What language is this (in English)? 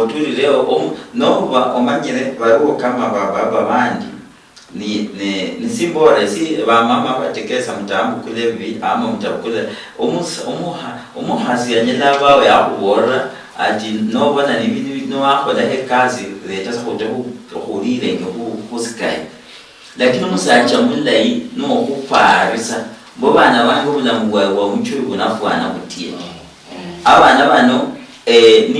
Luyia